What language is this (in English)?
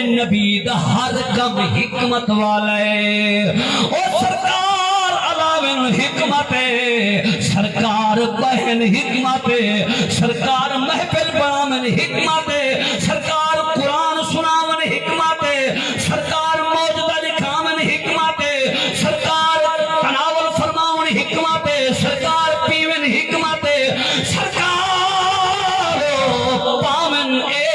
Saraiki